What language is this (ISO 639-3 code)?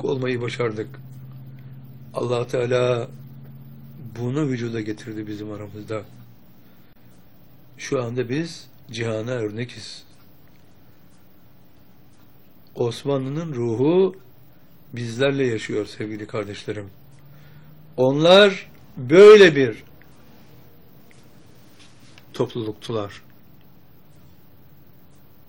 tur